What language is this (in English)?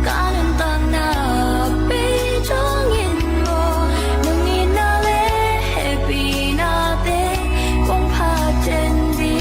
Tedim Chin